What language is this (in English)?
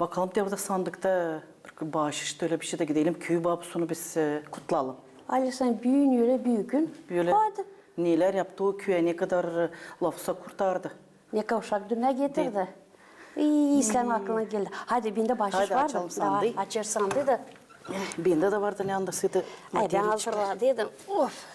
Gagauz